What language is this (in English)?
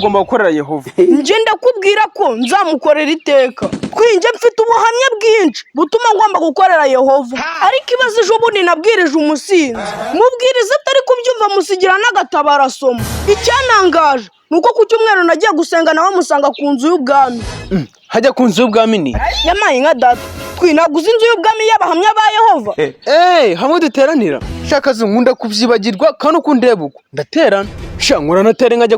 Kinyarwanda